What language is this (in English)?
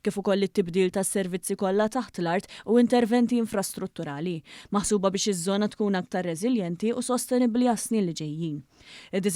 Maltese